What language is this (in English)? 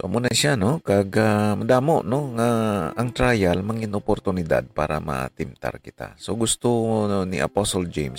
Hiligaynon